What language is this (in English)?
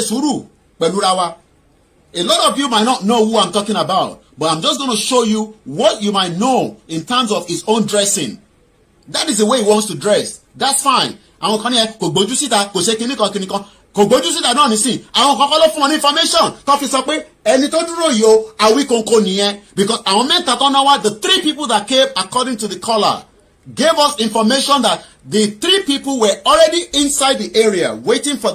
Yoruba